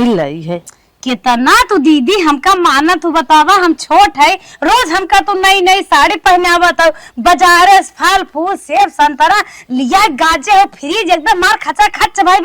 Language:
Awadhi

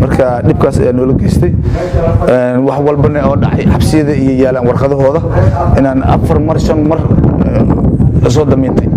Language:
Somali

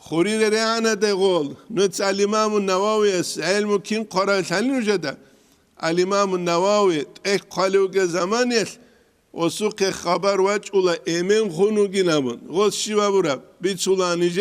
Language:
Avaric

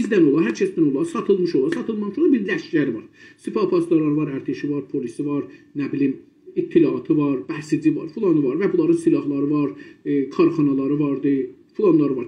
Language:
South Azerbaijani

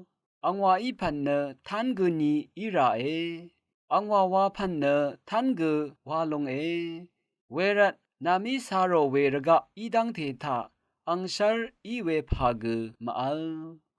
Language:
Rawang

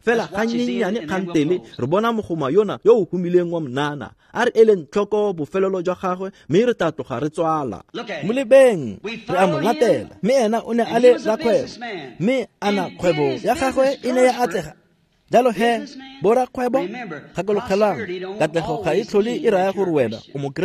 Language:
Tswana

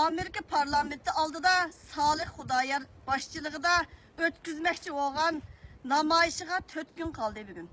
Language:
Uyghur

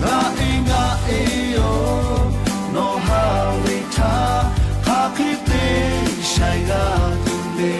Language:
Lahu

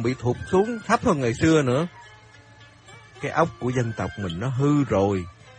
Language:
Vietnamese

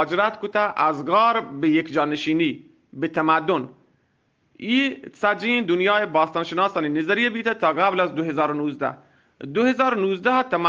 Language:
Eastern Balochi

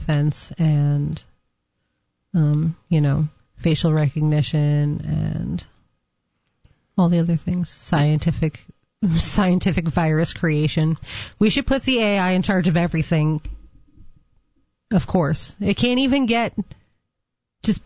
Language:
English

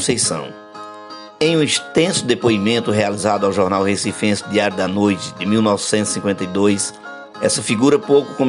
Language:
Portuguese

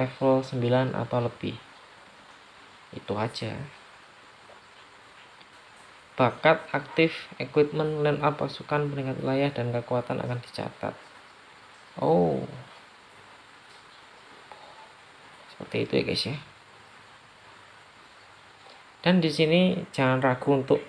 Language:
Indonesian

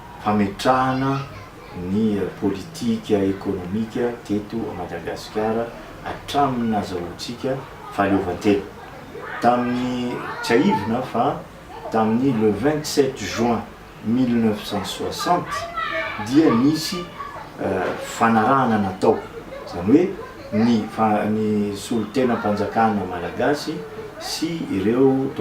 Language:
Malagasy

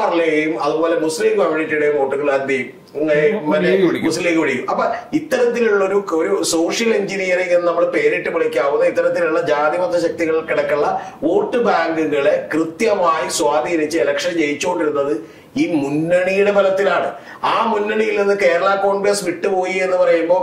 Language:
Malayalam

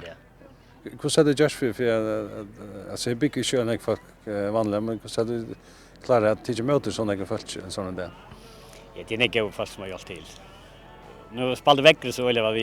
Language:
Faroese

